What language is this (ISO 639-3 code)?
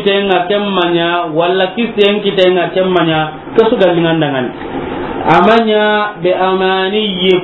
snk